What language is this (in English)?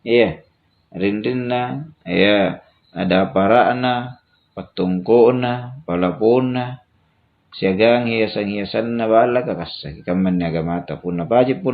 Makasar